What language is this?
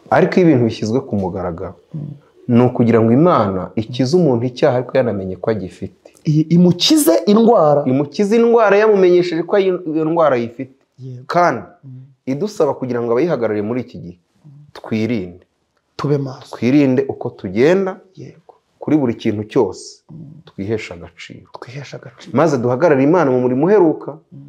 Kinyarwanda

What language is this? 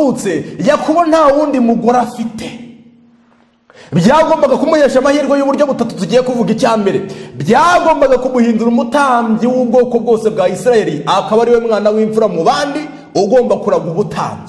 Kinyarwanda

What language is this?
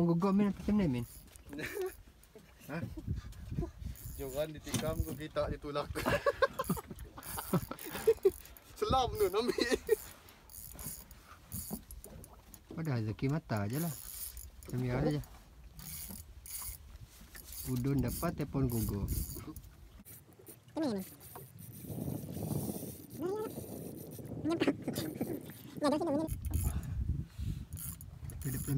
Malay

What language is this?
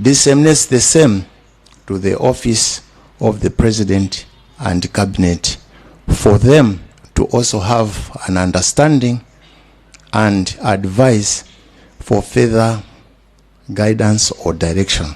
Nyanja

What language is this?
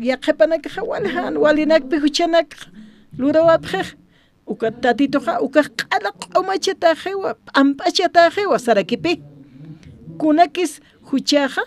Aymara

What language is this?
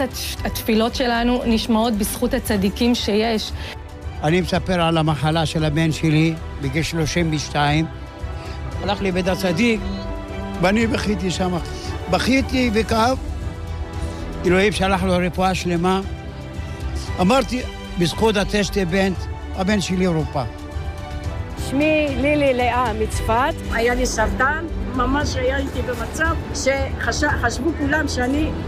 Hebrew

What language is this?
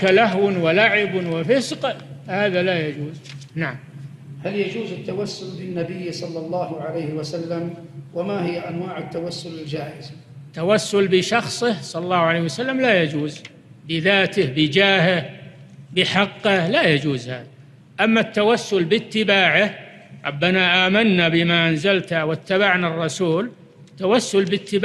Arabic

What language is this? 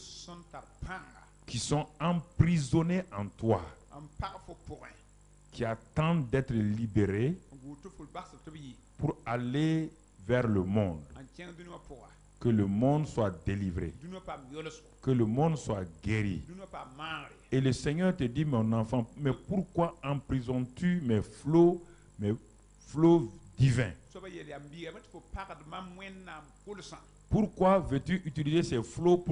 French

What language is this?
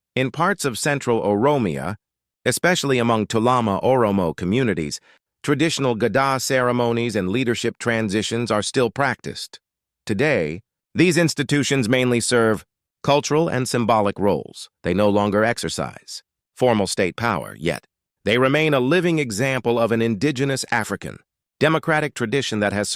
English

